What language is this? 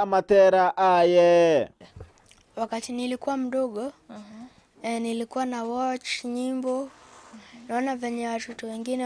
Gusii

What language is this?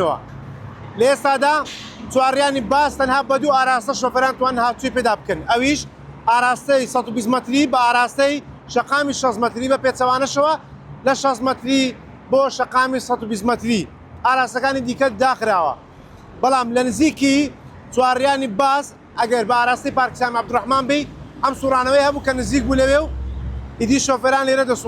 Central Kurdish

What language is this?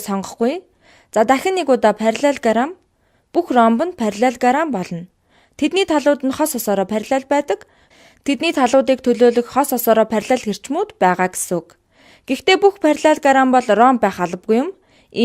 Mongolian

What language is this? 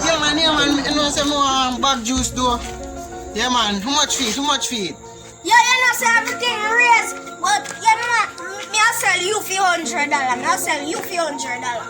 Jamaican Creole English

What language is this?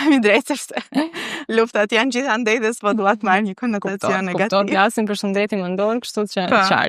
Albanian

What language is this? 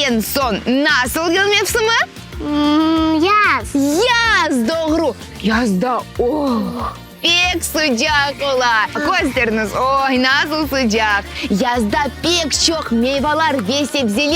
Crimean Tatar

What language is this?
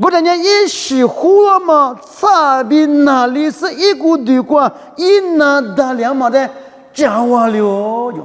Lisu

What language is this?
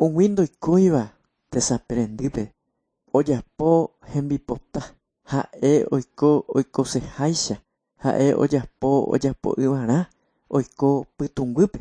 Guarani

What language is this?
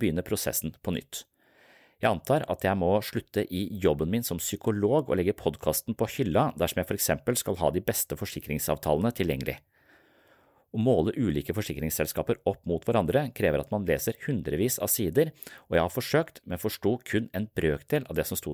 Norwegian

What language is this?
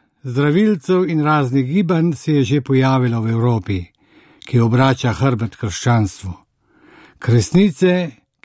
Slovenian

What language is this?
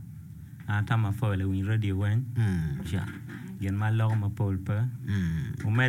Acoli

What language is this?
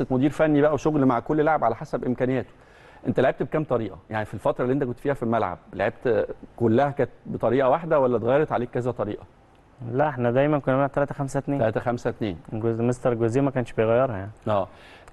Egyptian Arabic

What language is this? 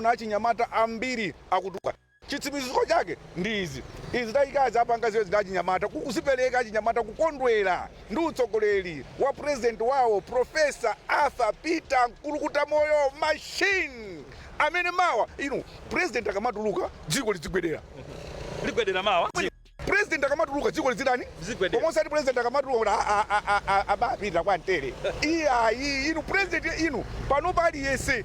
Nyanja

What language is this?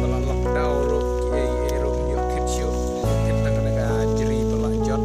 Khasi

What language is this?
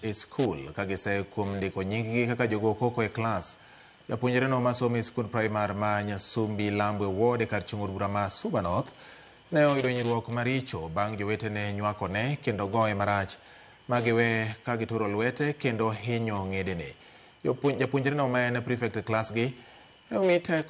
Luo (Kenya and Tanzania)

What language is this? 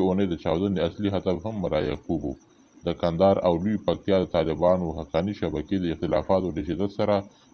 Pashto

